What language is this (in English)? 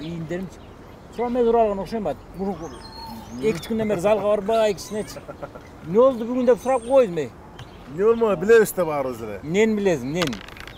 Kyrgyz